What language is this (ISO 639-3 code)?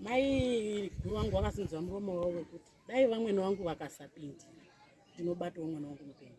sna